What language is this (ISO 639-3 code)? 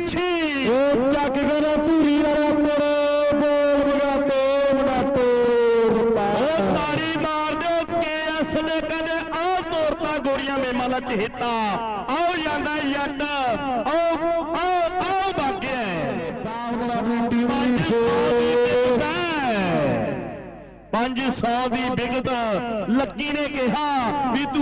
pan